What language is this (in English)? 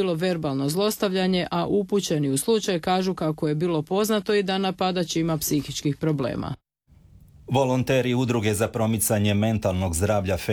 Croatian